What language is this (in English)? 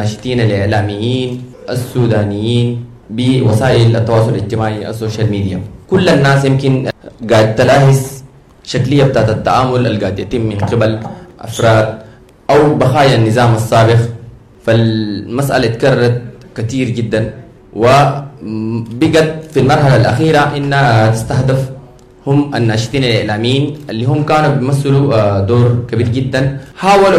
Sudanese Arabic